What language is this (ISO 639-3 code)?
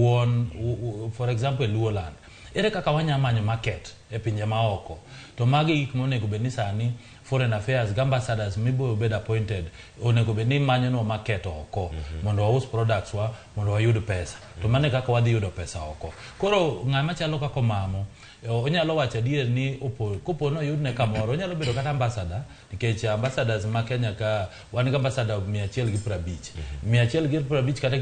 luo